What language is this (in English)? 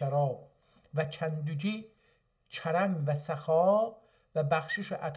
South Azerbaijani